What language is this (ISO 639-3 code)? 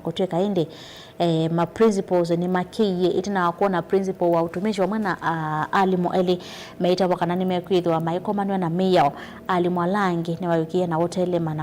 kam